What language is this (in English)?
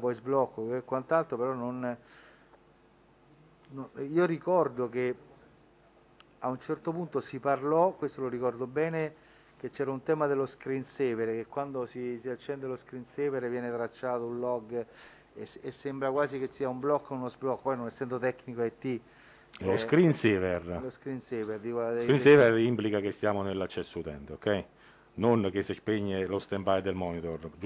Italian